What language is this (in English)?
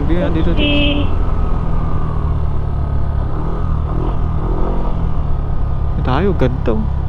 Filipino